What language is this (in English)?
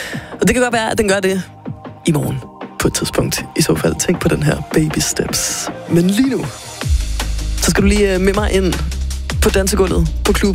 Danish